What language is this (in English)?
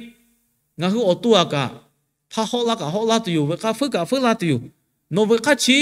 Lahu